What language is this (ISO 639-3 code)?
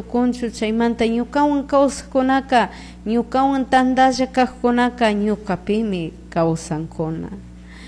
qug